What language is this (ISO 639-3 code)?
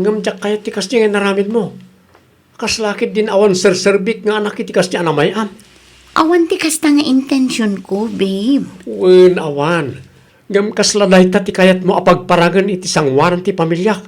ilo